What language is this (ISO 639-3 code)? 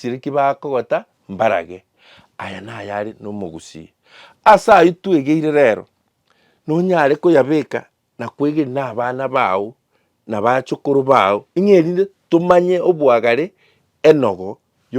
guz